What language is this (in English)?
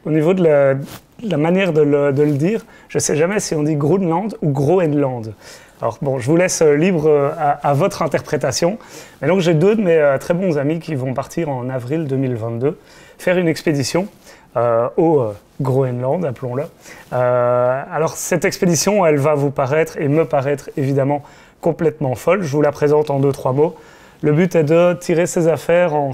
French